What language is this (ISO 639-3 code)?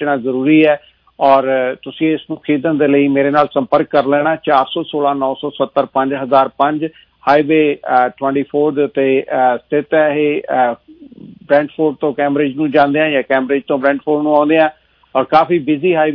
pan